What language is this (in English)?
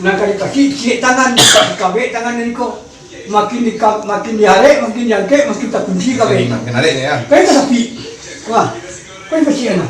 Minangkabau